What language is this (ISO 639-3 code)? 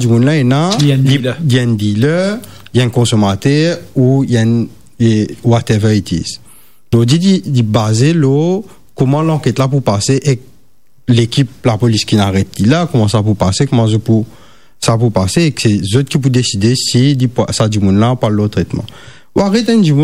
mfe